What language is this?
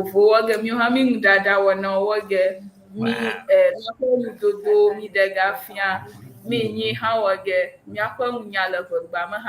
Ewe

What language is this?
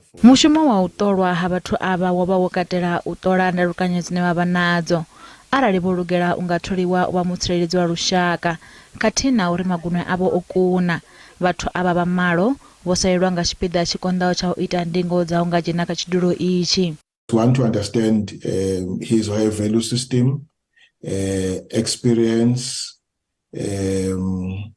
Venda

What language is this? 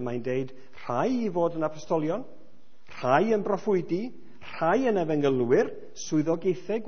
Welsh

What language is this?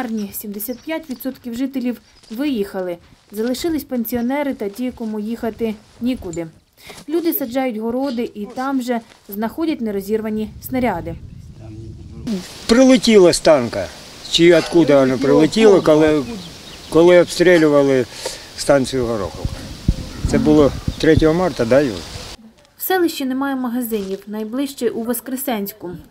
Ukrainian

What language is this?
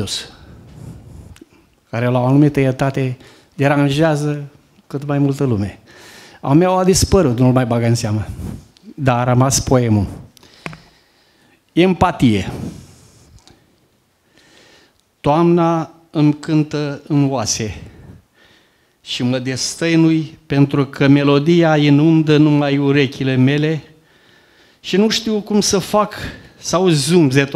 Romanian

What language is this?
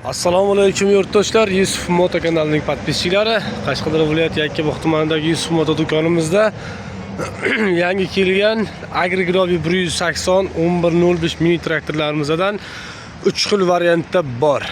Uzbek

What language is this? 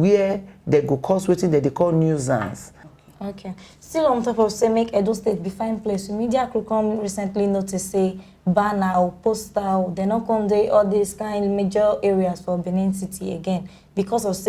Nigerian Pidgin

